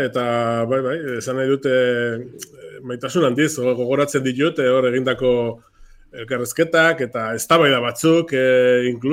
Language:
Basque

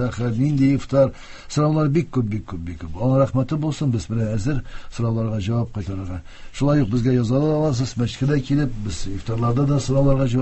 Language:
Tatar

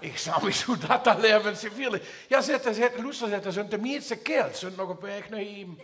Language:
Limburgish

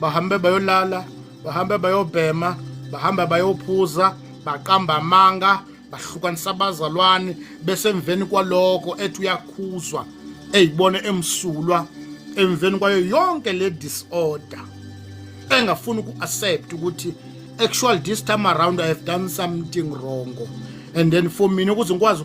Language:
Zulu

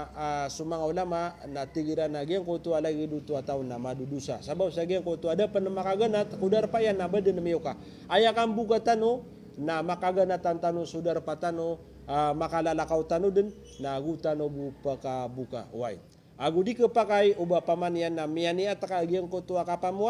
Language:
Maranao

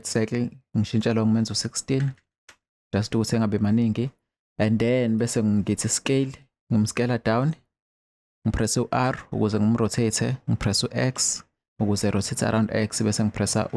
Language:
Zulu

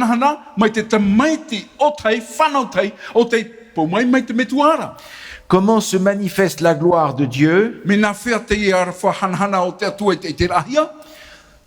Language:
Tahitian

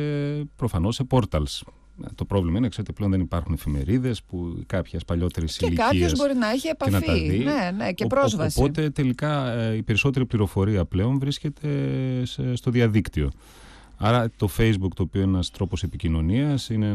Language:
Greek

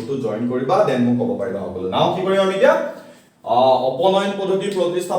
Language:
Assamese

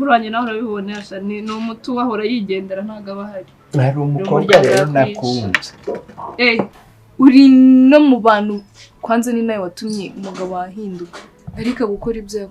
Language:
Kinyarwanda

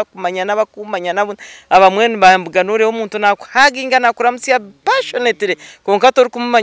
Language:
Nyankole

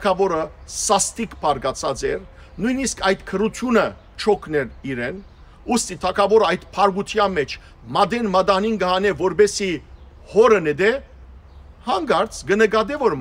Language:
Armenian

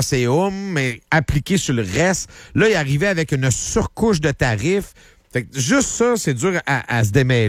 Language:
French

